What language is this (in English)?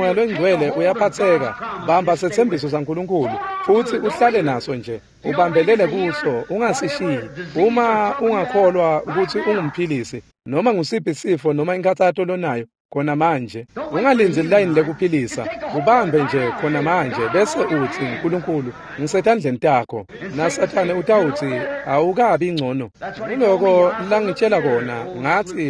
Swati